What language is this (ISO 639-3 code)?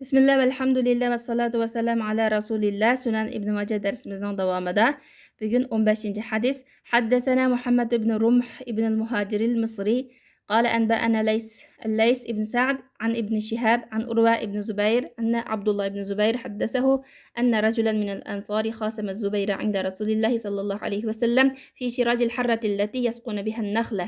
uig